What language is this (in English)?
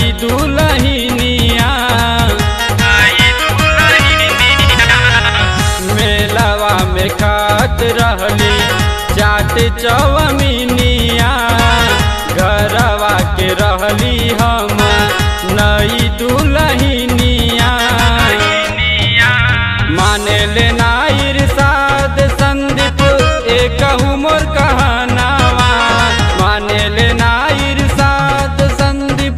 Bhojpuri